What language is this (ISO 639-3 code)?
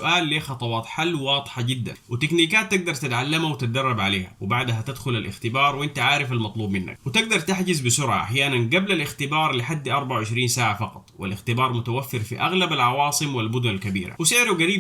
arz